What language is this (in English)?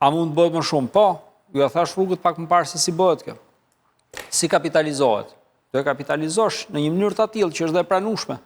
Albanian